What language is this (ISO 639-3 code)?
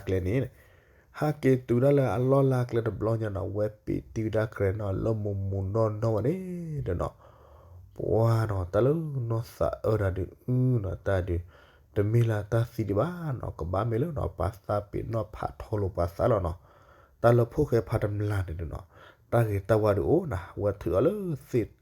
ksw